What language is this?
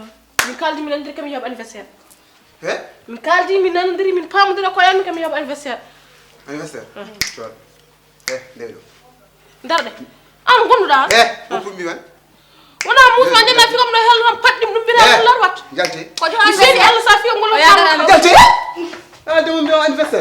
Fula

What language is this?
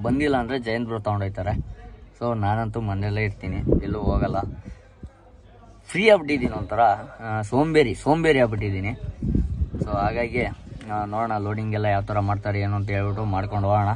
Kannada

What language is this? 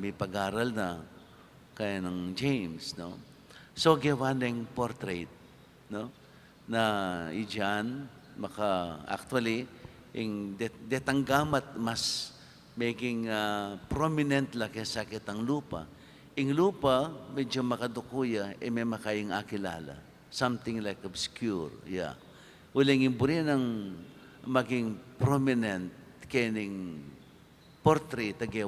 Pampanga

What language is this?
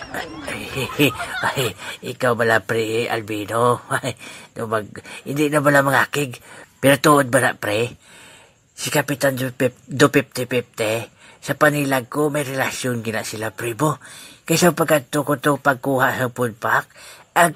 Hiligaynon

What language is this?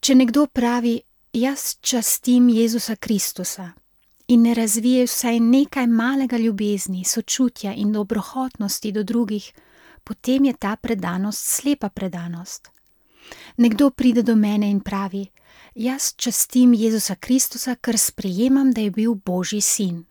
Slovenian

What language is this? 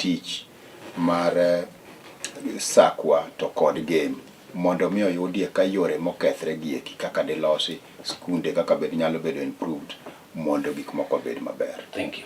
Luo (Kenya and Tanzania)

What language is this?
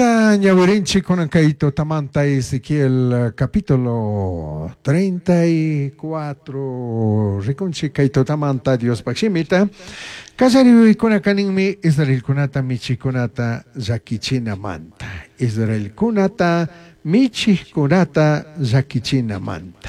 Chimborazo Highland Quichua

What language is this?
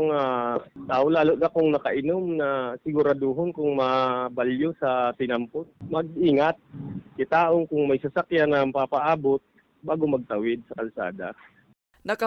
Bikol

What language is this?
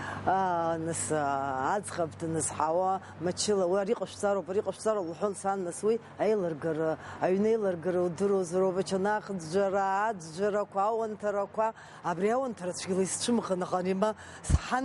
Abkhazian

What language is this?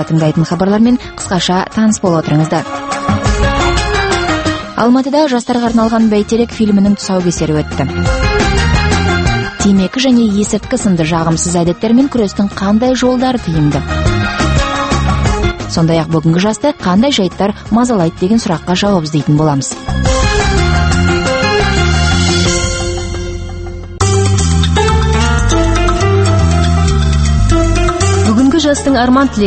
Kazakh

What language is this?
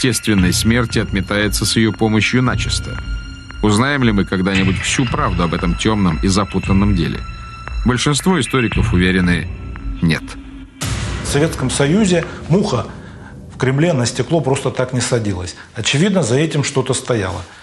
Russian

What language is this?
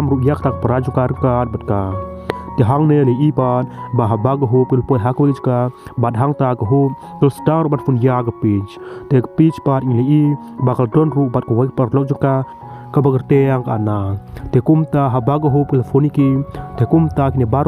Khasi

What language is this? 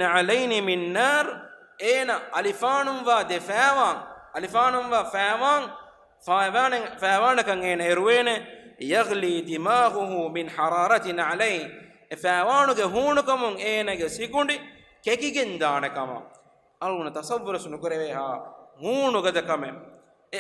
Divehi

